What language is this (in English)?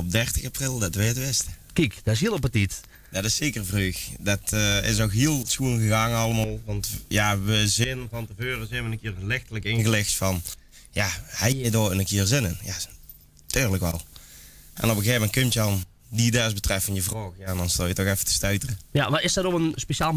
Limburgish